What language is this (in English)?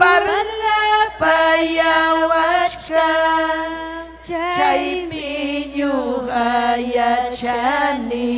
Ayacucho Quechua